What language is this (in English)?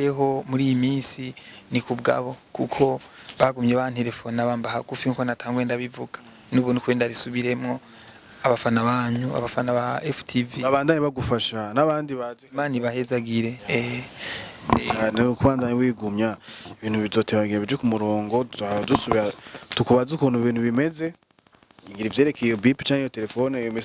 Rundi